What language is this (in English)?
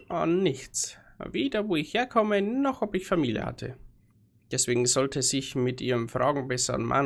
Bavarian